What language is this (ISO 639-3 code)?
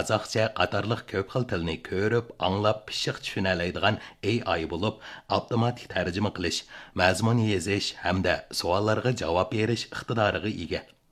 uig